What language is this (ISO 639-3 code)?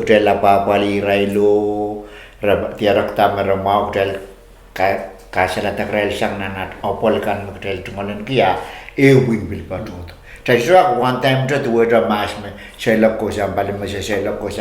pon